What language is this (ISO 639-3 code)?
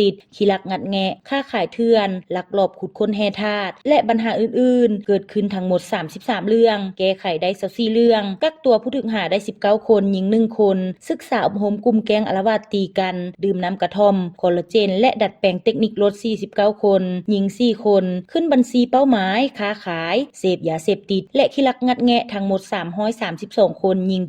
lao